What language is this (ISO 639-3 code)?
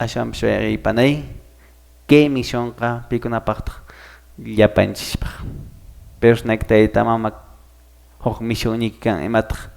que